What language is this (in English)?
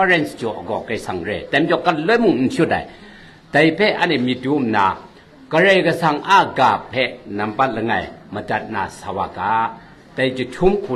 Kachin